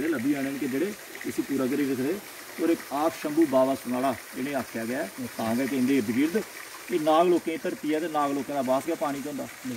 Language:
Dogri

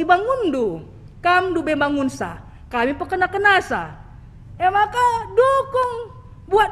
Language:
Batak Karo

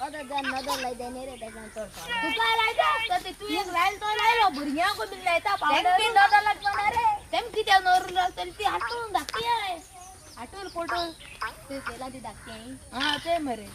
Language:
Konkani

